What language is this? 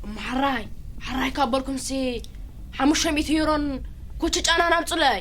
Tigrinya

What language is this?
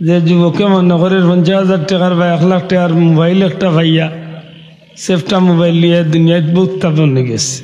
Sylheti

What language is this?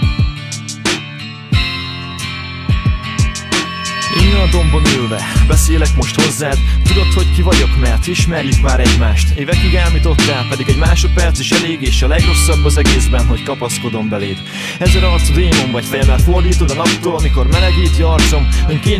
Hungarian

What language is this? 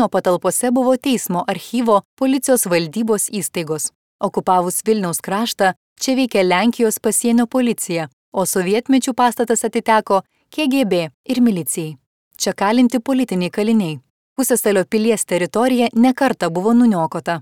Lithuanian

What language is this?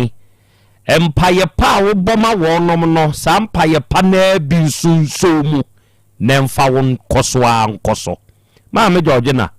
Akan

